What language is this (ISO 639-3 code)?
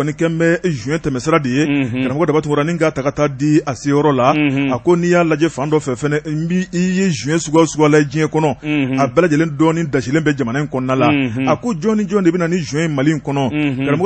bam